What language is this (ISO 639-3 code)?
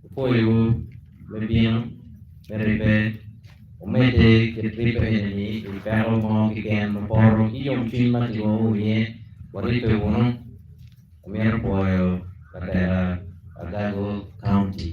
ach